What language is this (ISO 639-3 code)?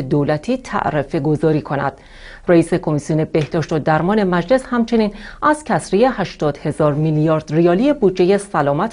fas